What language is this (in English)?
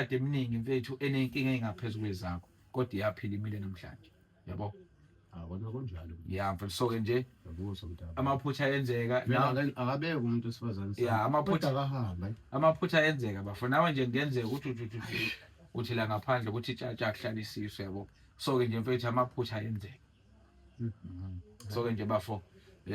Zulu